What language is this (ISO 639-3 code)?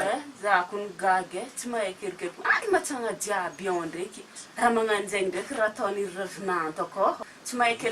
mlg